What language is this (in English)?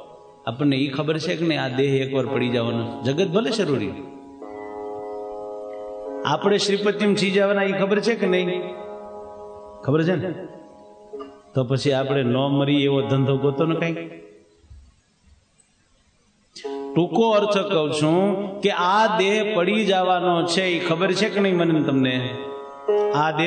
Gujarati